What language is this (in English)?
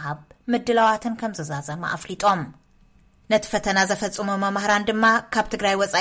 Tigrinya